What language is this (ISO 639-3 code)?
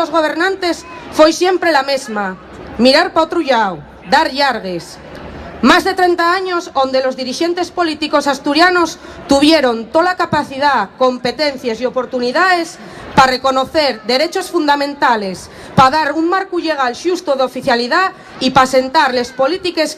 ast